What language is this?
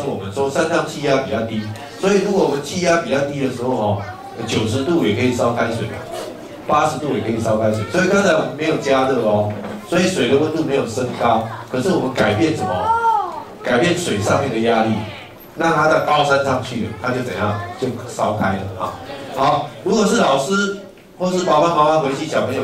Chinese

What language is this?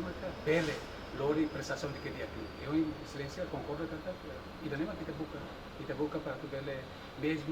Tetum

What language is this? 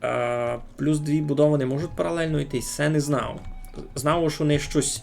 Rusyn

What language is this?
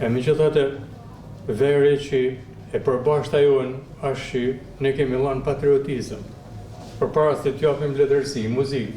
Albanian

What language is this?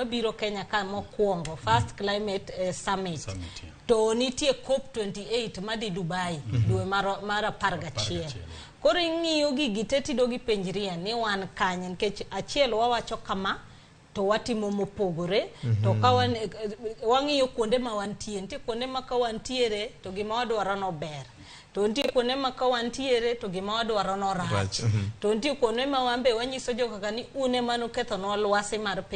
Luo (Kenya and Tanzania)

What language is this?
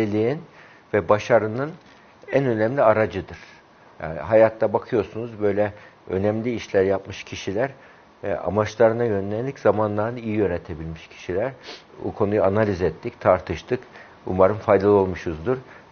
Turkish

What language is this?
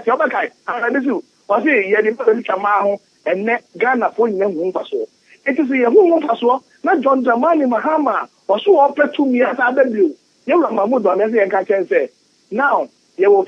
Akan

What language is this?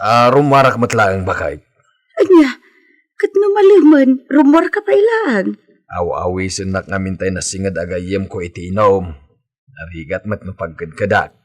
Iloko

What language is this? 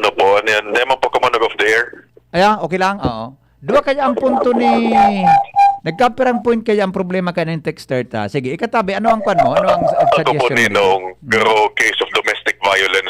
Bikol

